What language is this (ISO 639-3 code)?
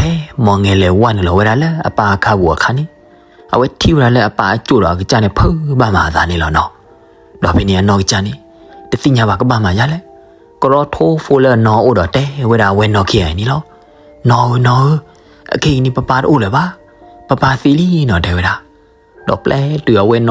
ksw